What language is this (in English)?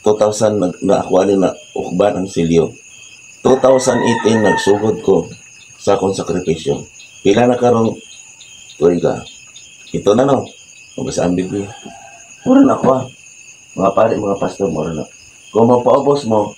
Cebuano